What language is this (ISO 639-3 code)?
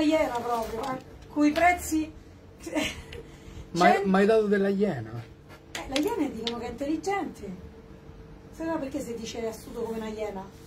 ita